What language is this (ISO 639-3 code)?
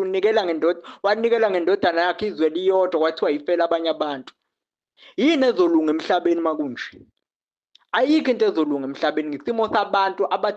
zul